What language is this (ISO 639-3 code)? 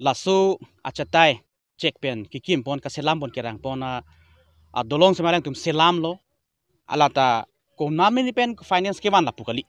mjw